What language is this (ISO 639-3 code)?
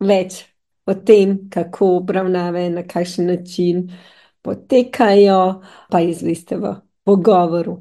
slv